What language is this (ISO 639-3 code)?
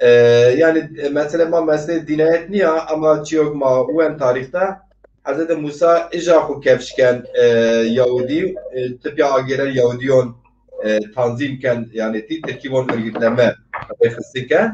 zza